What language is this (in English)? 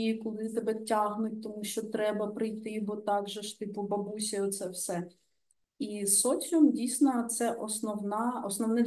Ukrainian